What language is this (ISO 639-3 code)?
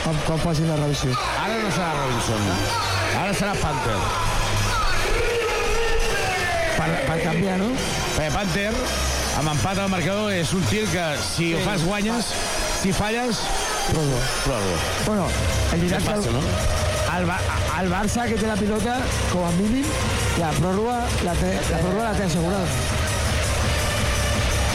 cat